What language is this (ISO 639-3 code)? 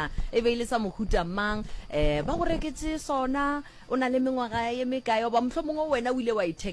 nso